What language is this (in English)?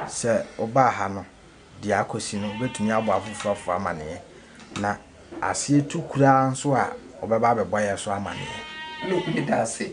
Akan